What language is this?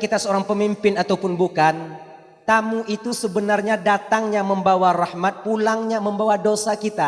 Achinese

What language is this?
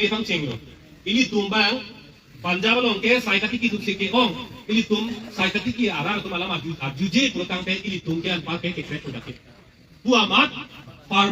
Karbi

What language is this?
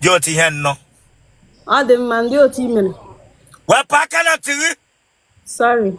Igbo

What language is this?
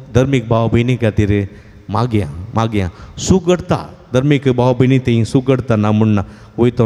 Konkani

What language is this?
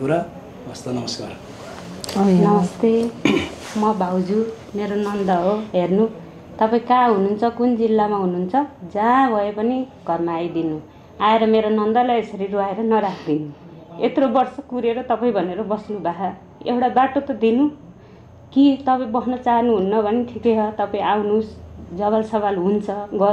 Nepali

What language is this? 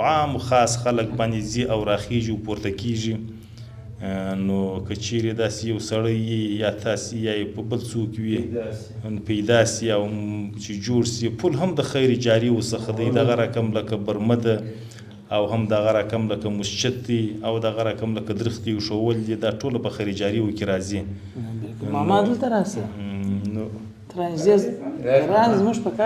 Pashto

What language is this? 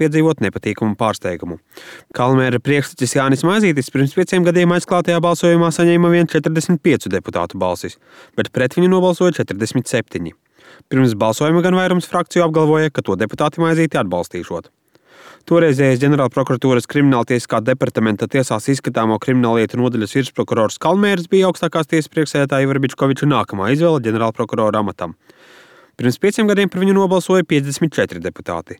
Latvian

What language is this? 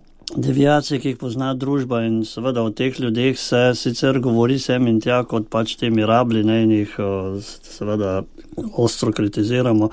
Slovenian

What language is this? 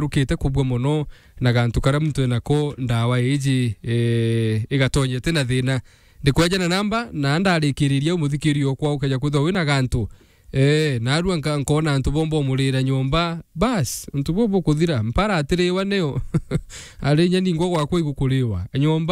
Meru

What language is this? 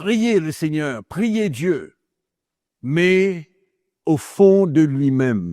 Morisyen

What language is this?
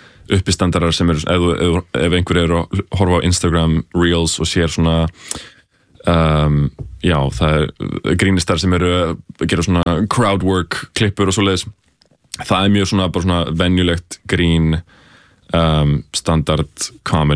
Icelandic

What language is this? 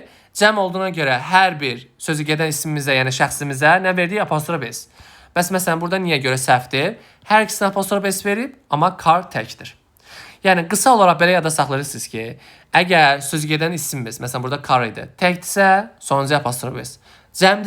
Azerbaijani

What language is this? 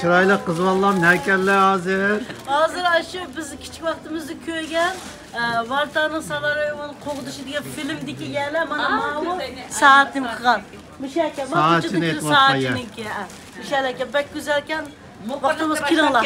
Uyghur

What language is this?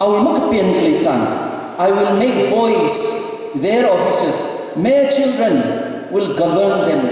Tangkhul Naga (India)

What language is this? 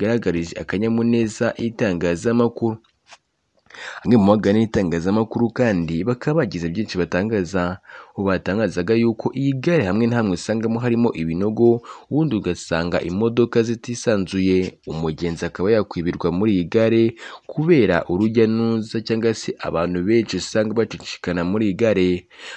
Kinyarwanda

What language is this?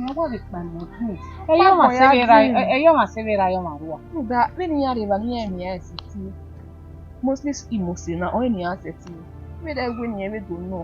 Bini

